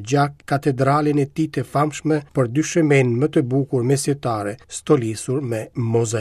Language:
Albanian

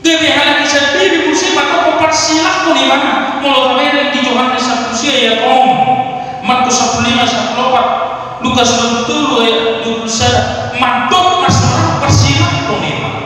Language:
Batak Toba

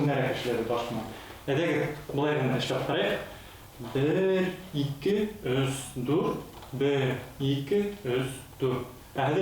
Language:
Bashkir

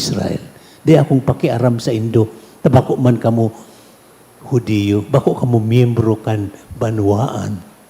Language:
Bikol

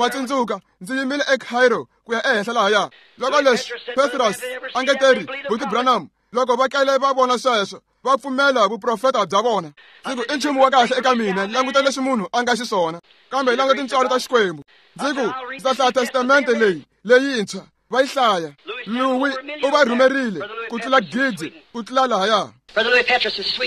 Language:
Tsonga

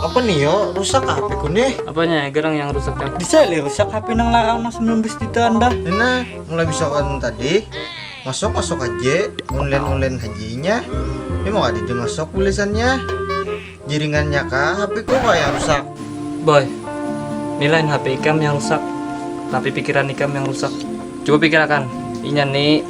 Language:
Banjar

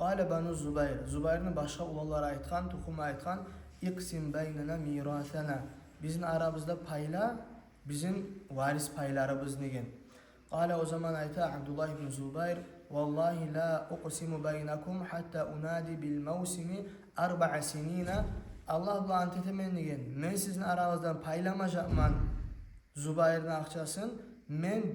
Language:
Kumyk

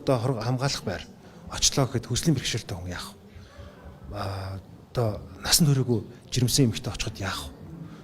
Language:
Mongolian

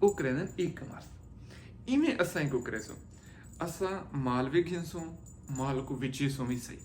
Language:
Saraiki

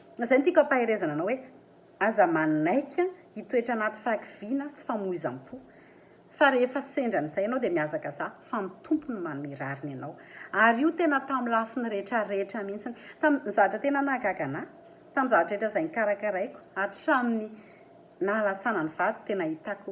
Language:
Malagasy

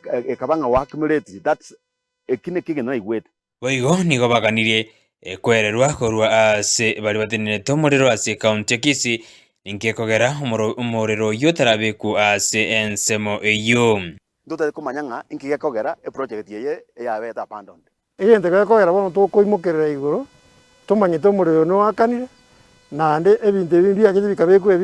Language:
Gusii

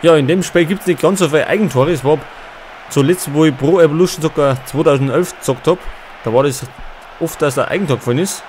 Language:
Bavarian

